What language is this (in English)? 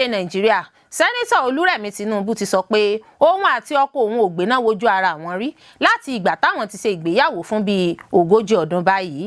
Yoruba